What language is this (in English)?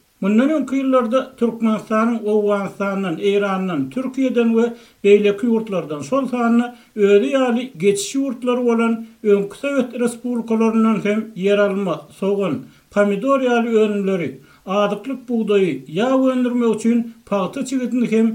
Turkmen